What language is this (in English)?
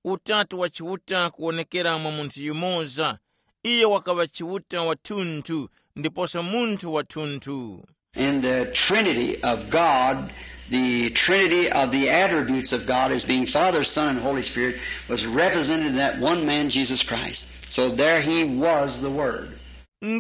Tumbuka